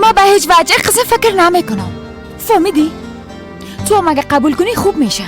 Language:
Persian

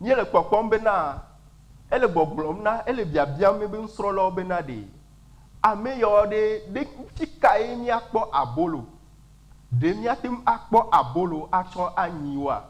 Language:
Ewe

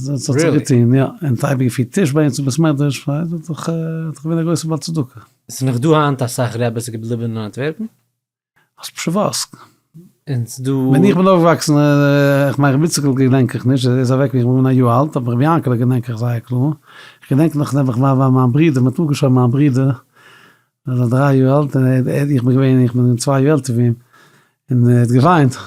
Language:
Yiddish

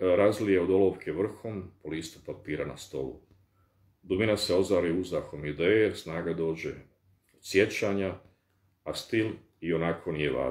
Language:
Bosnian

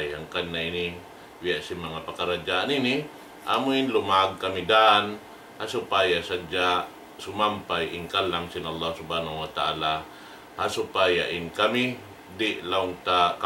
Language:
Tausug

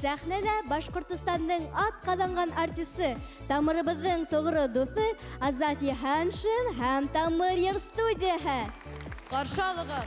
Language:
Bashkir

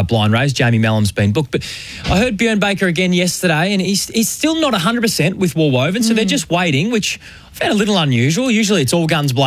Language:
English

